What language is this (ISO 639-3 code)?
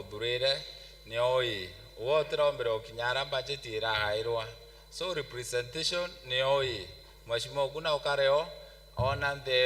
mer